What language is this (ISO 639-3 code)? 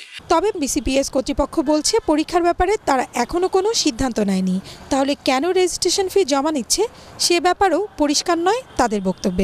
ben